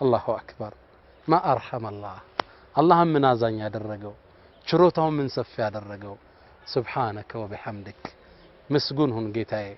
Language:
Amharic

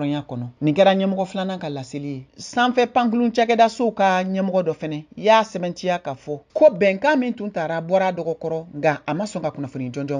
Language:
Bambara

